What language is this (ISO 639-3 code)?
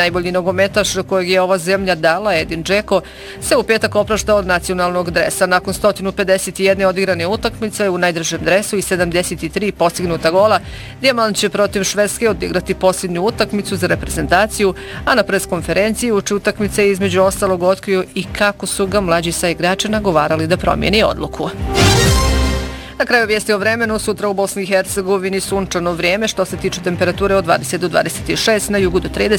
bos